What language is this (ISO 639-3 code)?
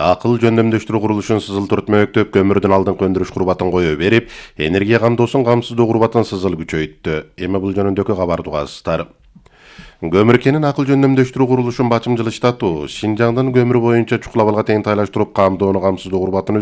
kir